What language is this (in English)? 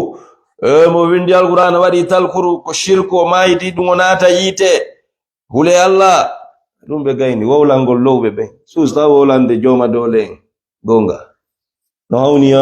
Fula